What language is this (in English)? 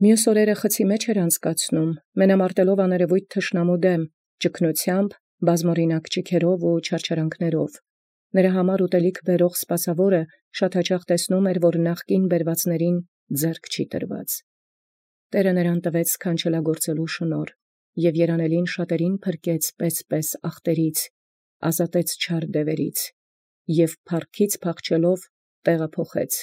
Armenian